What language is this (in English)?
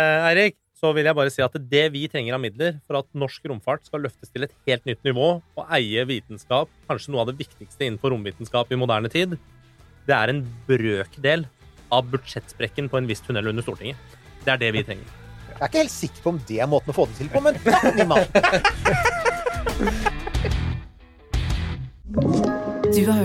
Norwegian